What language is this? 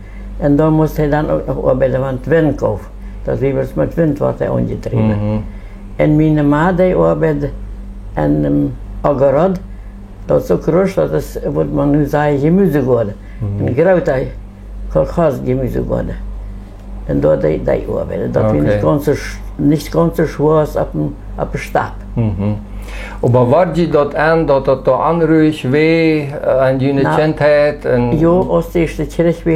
Plautdietsch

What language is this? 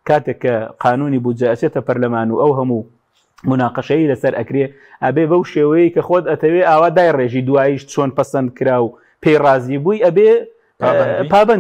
Central Kurdish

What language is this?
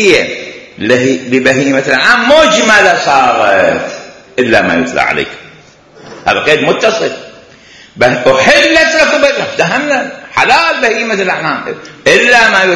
Mesopotamian Arabic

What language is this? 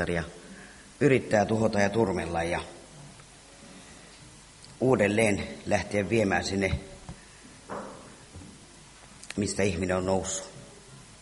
Finnish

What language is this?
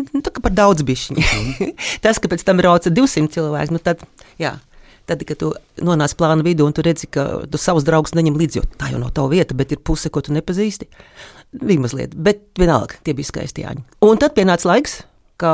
Latvian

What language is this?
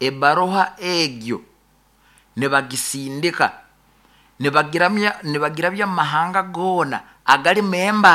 Nyoro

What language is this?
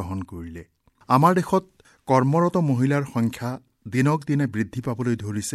Assamese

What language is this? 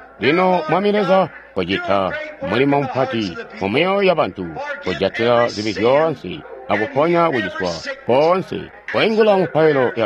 Tonga (Zambia)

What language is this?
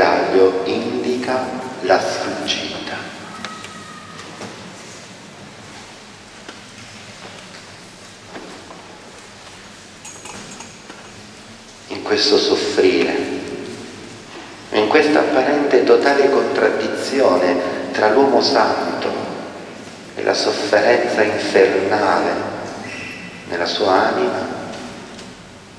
Italian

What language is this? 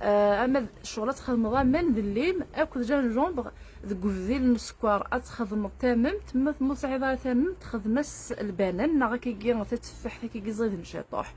Kabyle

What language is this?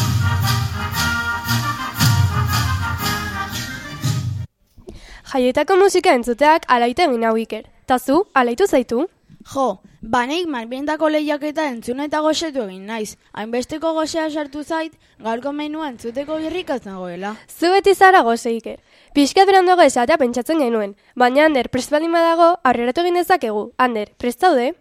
Basque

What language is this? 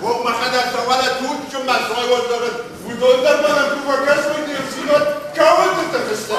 Ossetic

